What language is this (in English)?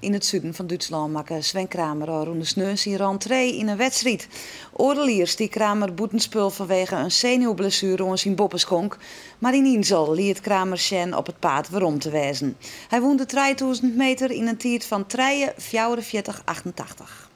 Western Frisian